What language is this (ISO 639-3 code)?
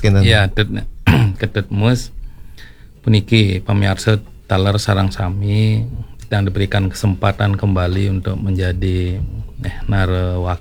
ban